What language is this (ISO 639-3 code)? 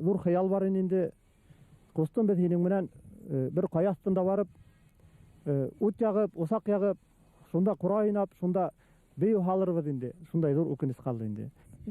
bak